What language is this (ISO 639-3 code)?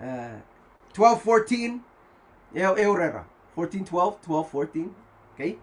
pon